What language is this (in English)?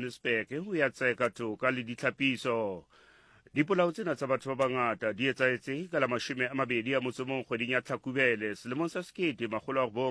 Southern Sotho